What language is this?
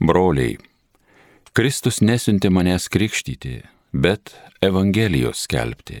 Lithuanian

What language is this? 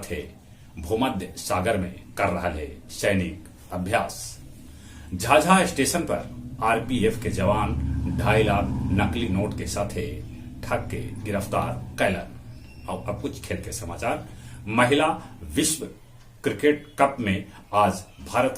Magahi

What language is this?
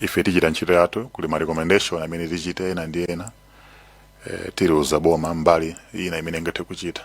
Nyanja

